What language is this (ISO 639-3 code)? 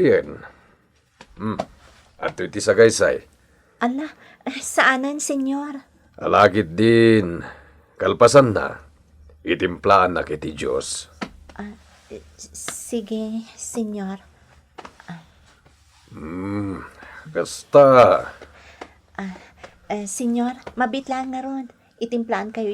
ilo